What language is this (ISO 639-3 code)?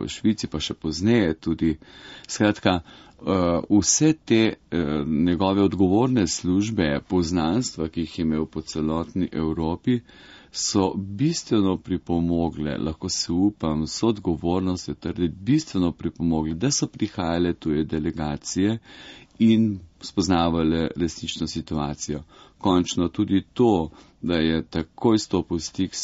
slv